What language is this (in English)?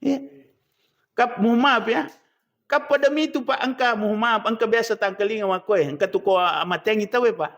Buginese